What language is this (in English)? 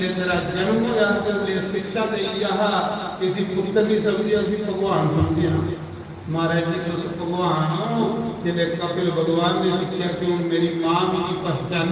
Dogri